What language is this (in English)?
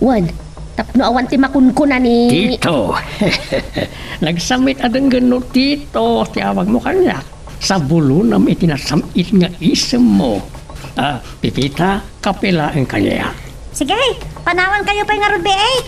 Iloko